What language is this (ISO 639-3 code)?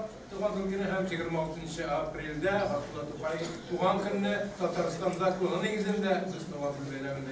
tat